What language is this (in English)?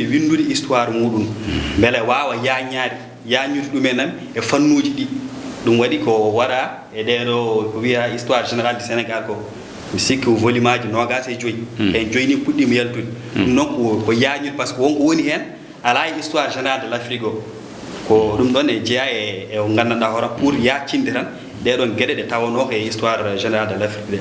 Fula